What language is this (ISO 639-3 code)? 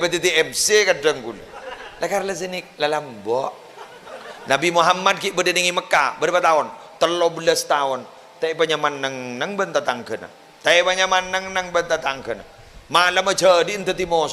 mad